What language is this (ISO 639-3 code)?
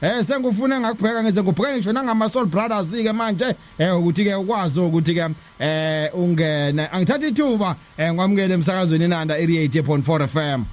zul